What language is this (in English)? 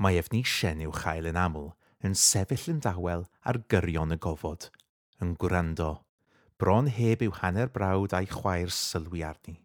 Welsh